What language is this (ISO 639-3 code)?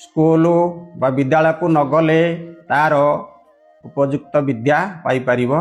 ori